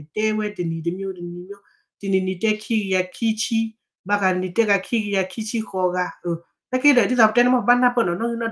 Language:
S'gaw Karen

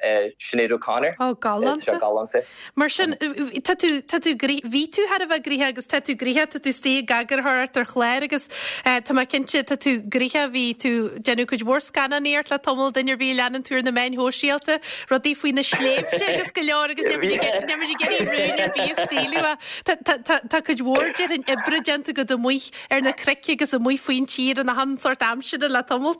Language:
Irish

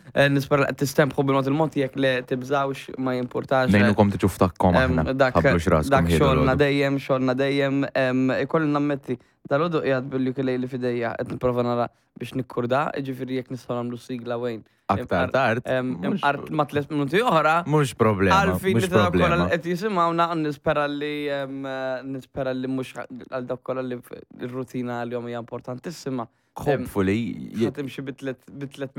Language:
Maltese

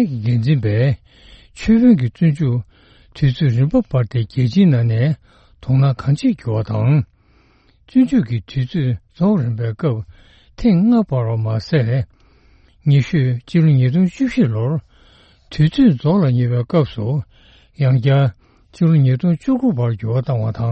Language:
Tibetan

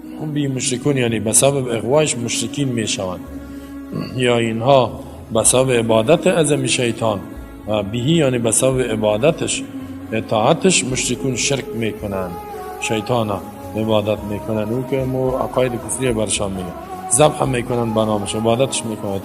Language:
Persian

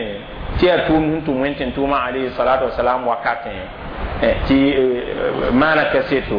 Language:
Mossi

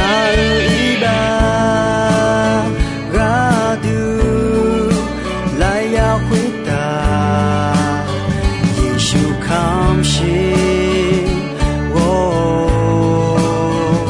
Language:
Akha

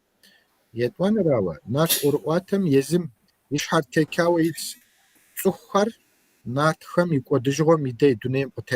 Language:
Kabardian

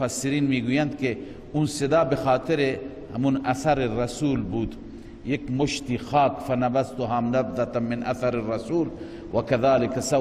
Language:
Persian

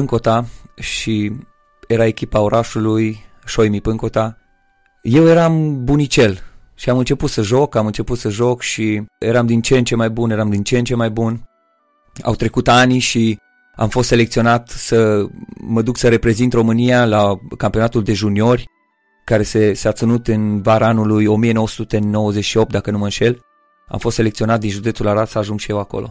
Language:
Romanian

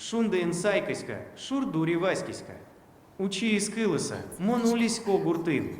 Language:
Udmurt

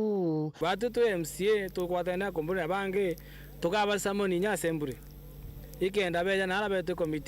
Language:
Meru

